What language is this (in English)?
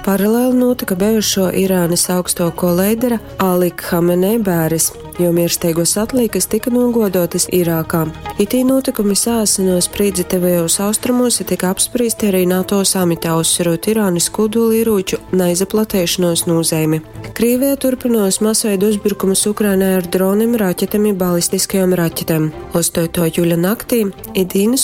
Latgalian